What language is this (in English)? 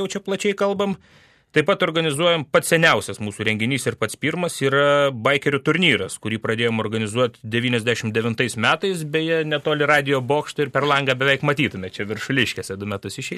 Lithuanian